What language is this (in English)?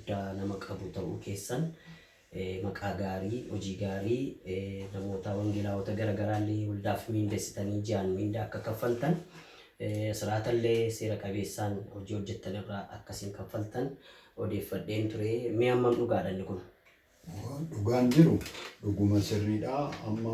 Oromo